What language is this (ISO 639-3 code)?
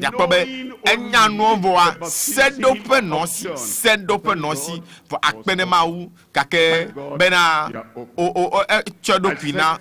ewe